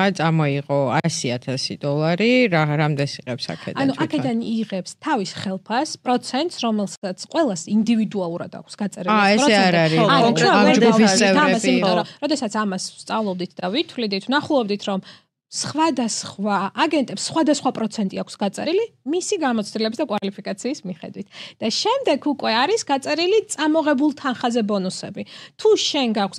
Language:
Georgian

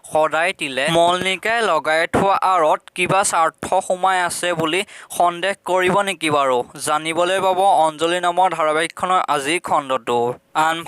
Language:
Assamese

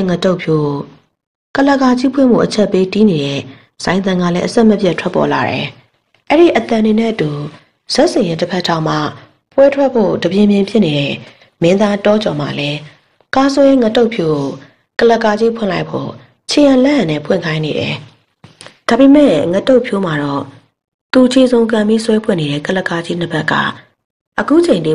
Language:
Burmese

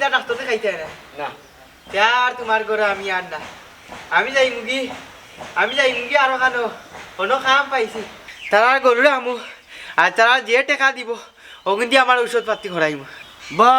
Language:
Sylheti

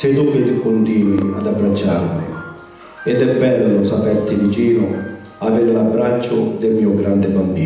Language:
Sicilian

